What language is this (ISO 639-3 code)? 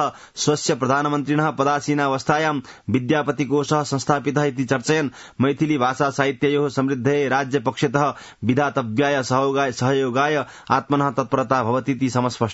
san